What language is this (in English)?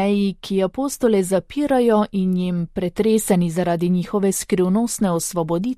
Slovenian